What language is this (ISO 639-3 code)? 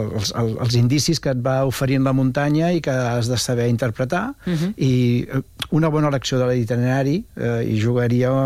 cat